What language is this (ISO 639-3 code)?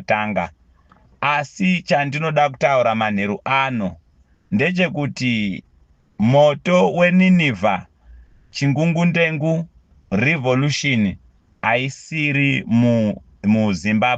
sna